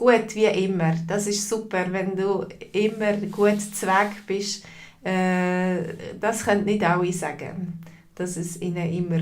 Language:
Swiss German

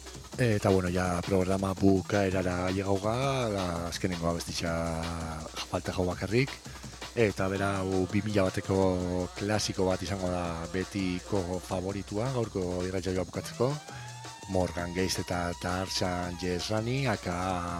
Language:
Basque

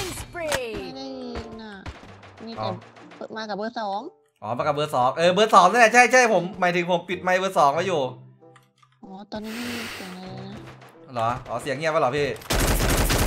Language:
Thai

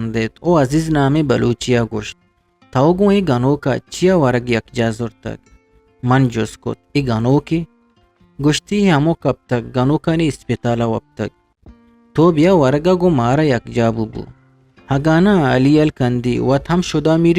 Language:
Eastern Balochi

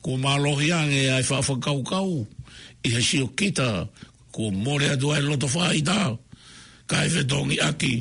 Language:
Tongan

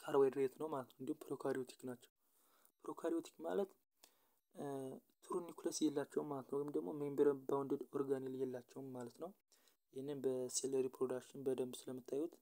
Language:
Amharic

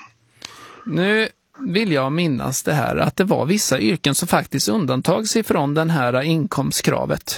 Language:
Swedish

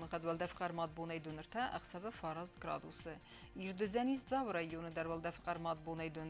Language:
Ossetic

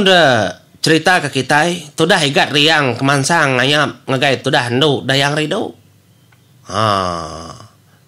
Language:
Iban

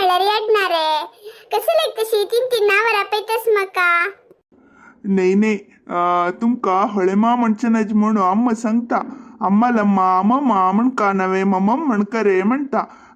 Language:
Konkani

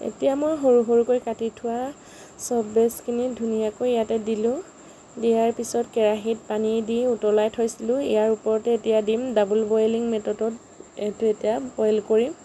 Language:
Assamese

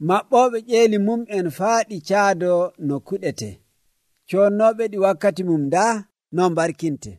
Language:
Nigerian Fulfulde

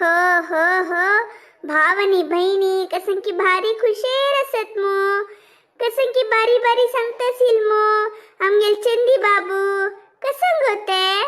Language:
Konkani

